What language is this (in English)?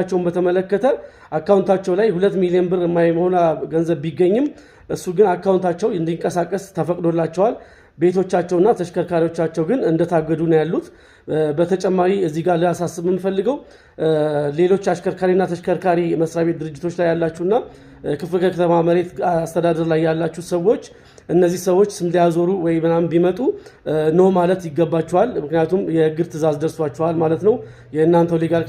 Amharic